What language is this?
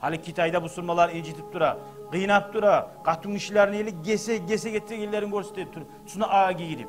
Kumyk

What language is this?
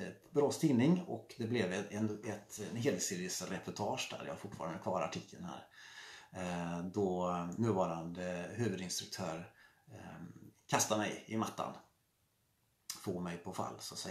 Swedish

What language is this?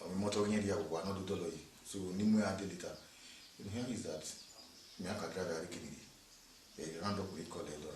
Bini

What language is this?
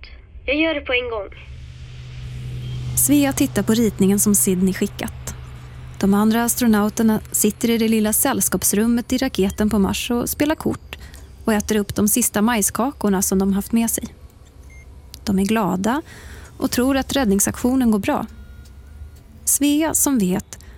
Swedish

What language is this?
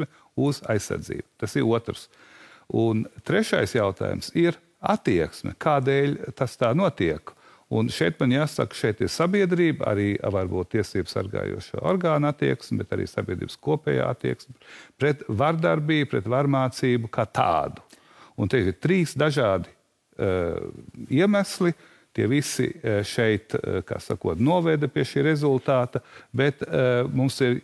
Latvian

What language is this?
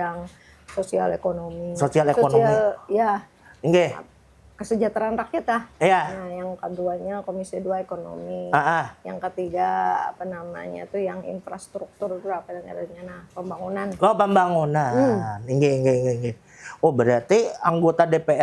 Banjar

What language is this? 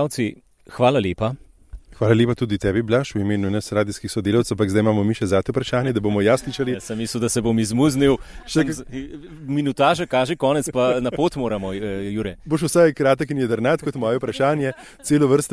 Slovenian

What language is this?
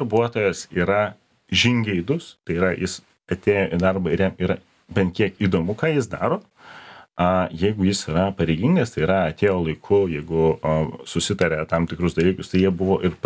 Lithuanian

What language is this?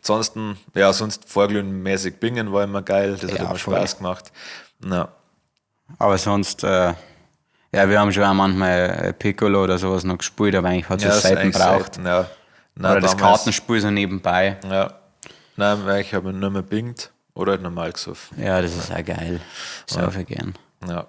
Bavarian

